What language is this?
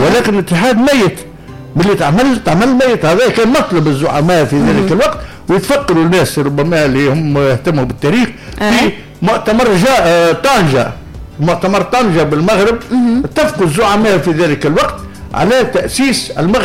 Tunisian Arabic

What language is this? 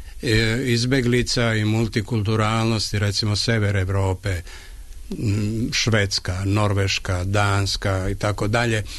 Serbian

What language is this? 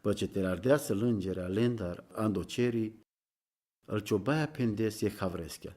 Romany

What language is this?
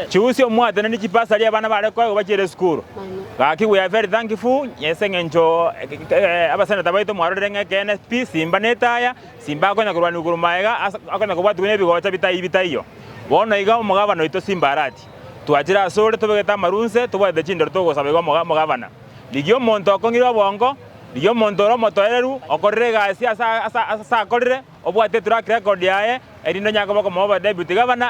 Gusii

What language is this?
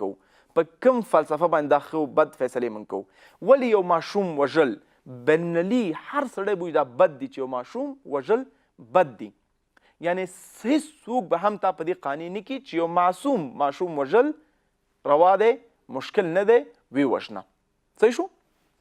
Pashto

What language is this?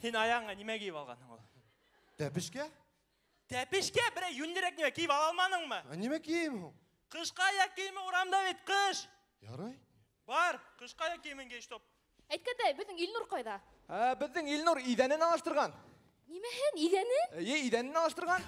Bashkir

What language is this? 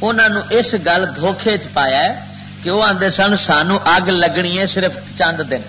Western Panjabi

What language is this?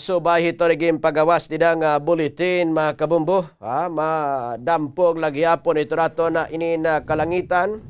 Waray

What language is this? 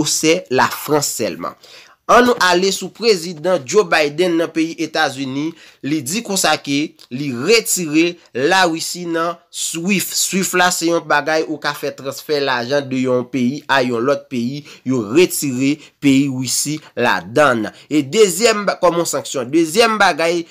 Haitian Creole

